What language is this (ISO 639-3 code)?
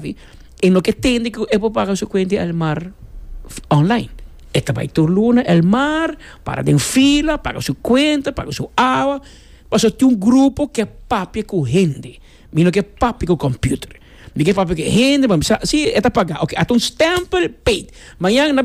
pap